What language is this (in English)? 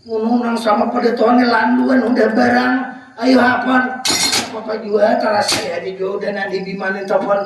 Banjar